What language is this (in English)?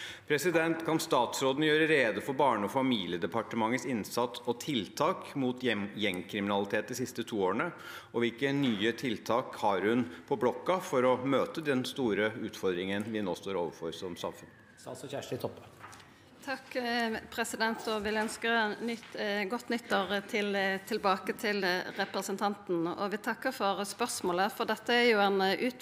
Norwegian